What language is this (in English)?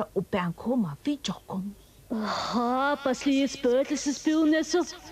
Faroese